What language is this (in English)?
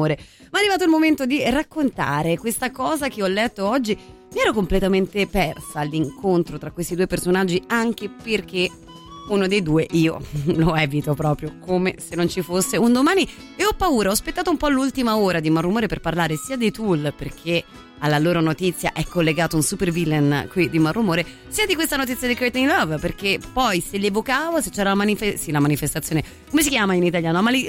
Italian